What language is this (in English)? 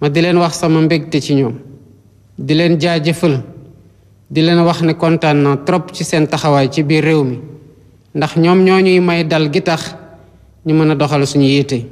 Wolof